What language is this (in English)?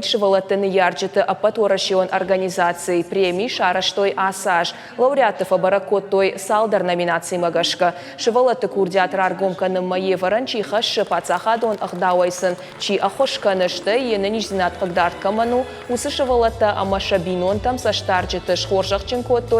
Ossetic